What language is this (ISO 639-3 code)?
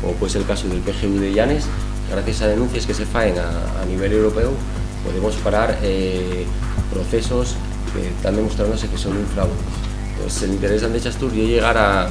ast